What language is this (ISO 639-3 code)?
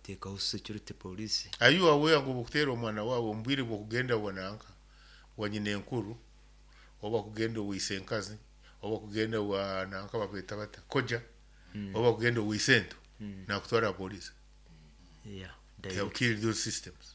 nyo